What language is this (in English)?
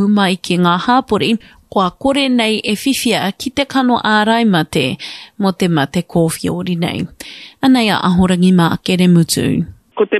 Māori